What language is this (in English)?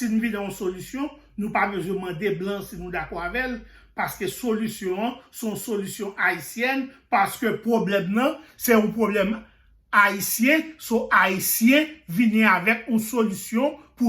Haitian Creole